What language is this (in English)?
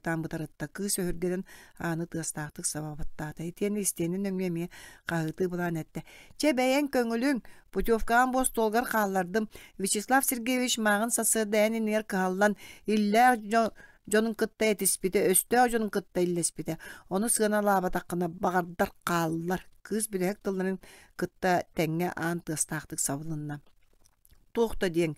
Yakut